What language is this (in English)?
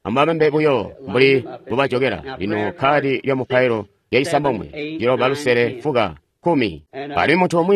Tonga (Zambia)